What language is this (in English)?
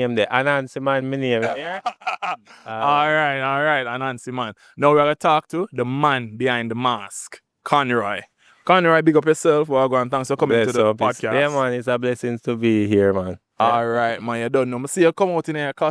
Jamaican Creole English